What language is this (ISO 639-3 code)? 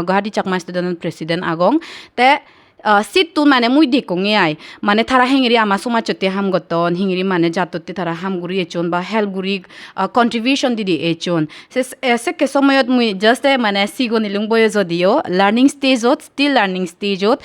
ccp